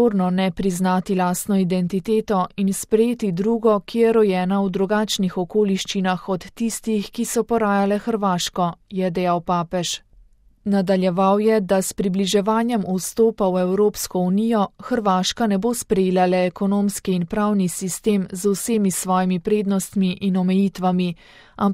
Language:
Slovenian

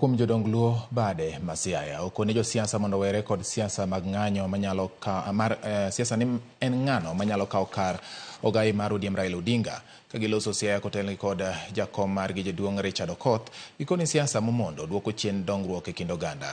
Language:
Luo (Kenya and Tanzania)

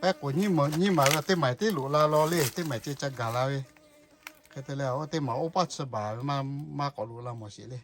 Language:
Lahu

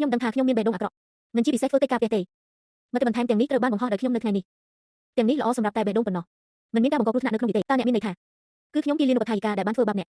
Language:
Khmer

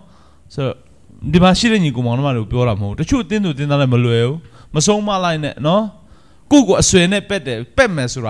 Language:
Burmese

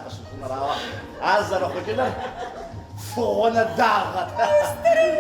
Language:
Kabardian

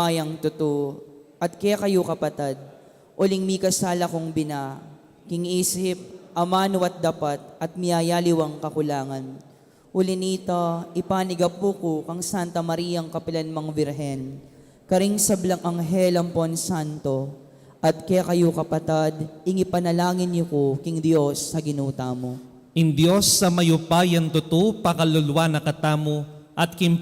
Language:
Pampanga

